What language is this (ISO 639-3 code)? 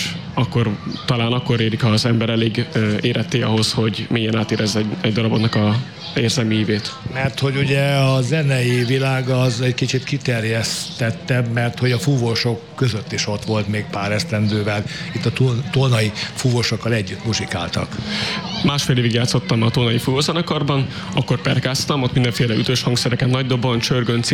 hun